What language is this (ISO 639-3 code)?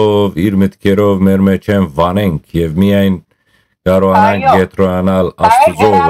hyw